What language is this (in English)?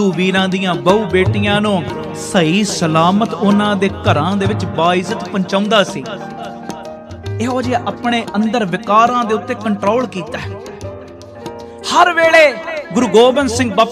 Punjabi